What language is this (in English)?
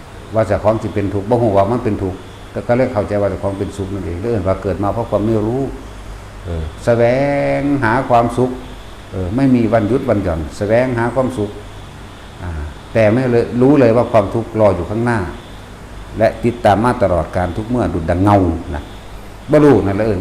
Northeastern Thai